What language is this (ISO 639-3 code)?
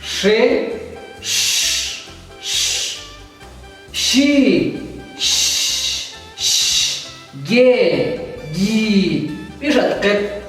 ttc